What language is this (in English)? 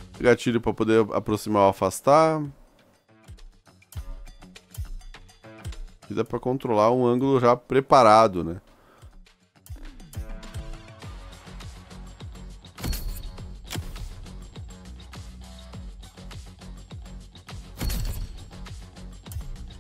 Portuguese